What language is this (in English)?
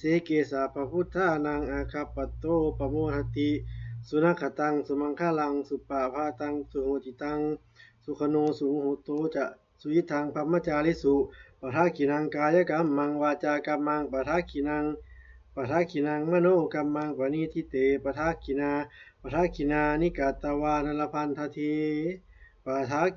Pali